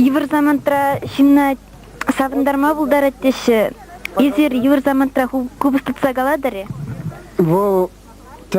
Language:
Chuvash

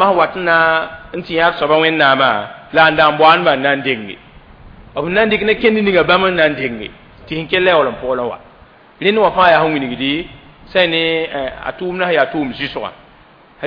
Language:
Mossi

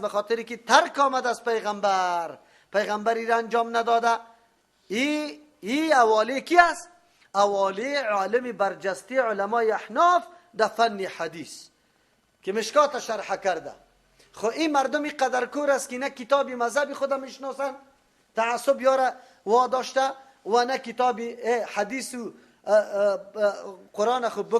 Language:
Persian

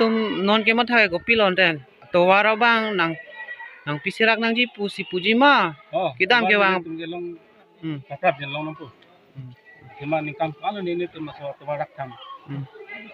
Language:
Karbi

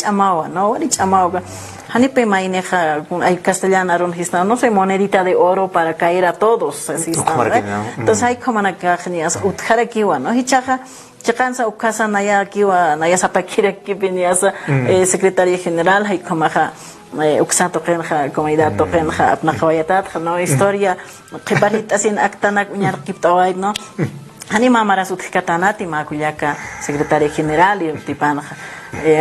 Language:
Aymara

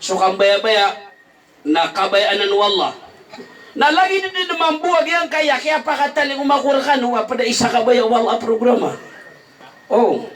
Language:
Maranao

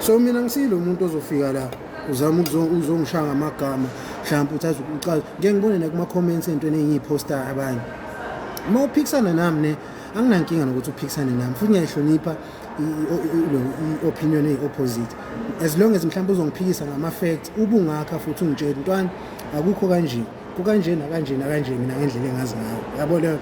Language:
Zulu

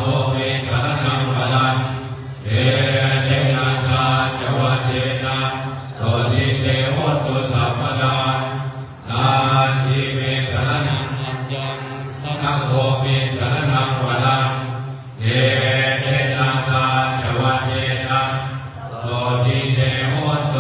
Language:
Pali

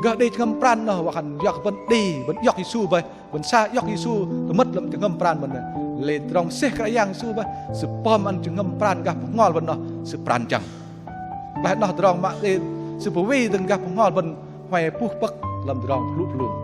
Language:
Bahnar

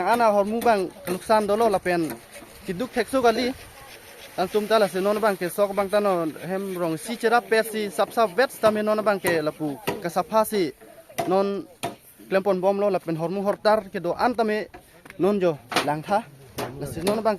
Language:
Karbi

